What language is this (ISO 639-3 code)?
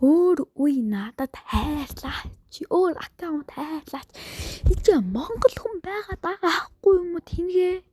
mon